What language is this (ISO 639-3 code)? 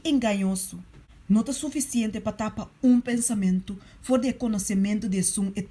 pap